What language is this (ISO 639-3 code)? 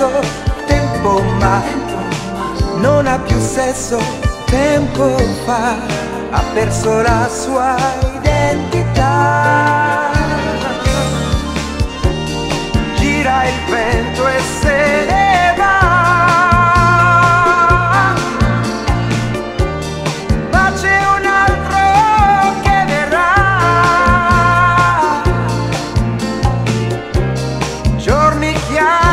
ita